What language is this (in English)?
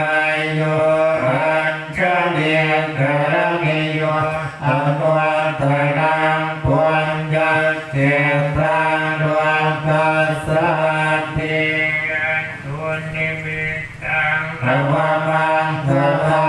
Pali